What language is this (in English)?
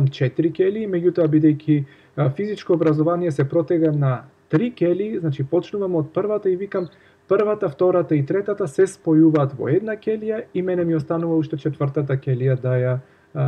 Macedonian